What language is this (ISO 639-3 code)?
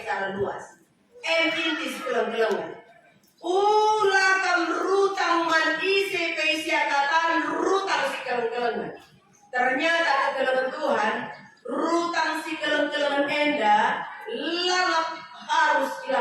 btx